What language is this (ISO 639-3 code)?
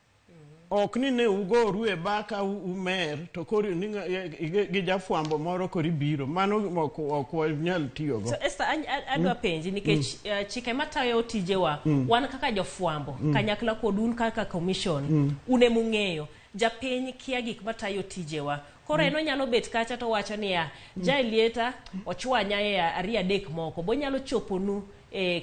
luo